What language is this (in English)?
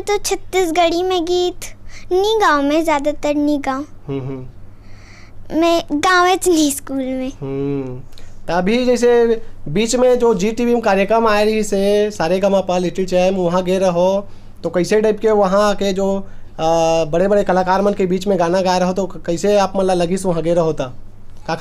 Chhattisgarhi